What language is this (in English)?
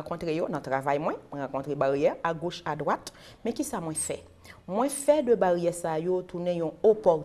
Haitian Creole